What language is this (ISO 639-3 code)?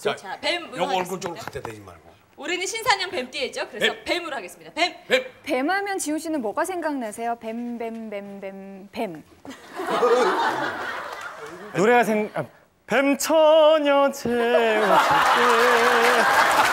kor